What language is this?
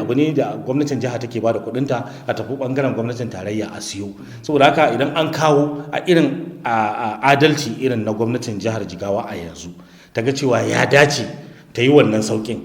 Hausa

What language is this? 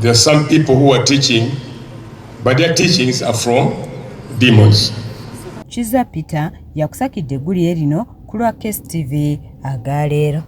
Ganda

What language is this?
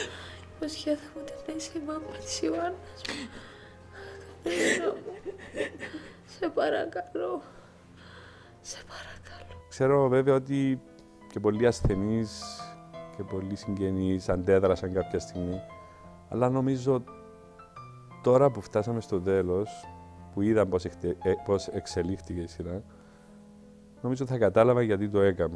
Greek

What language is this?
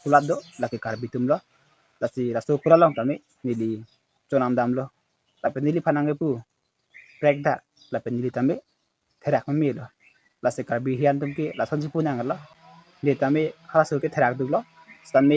Karbi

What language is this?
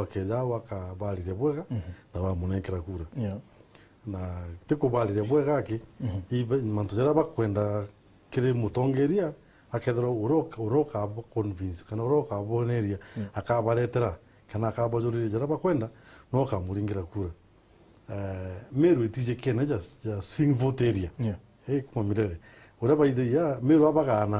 Meru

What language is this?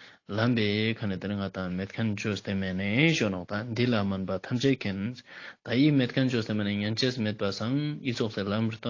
Ladakhi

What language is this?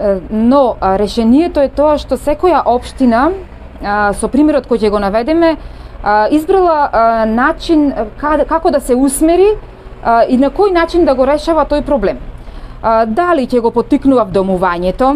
Macedonian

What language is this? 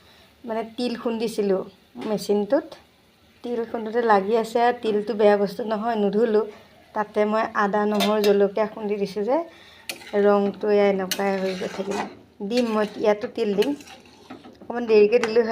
Assamese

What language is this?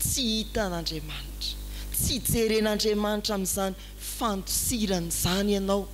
Malagasy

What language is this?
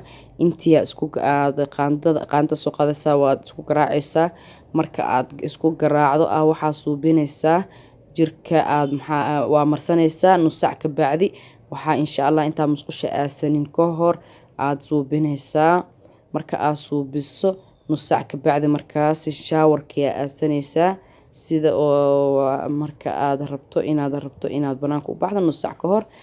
Somali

